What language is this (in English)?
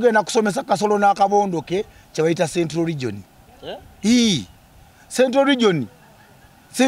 Ganda